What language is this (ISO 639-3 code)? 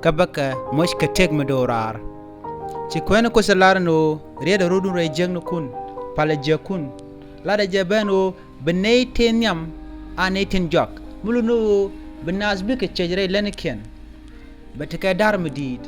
nus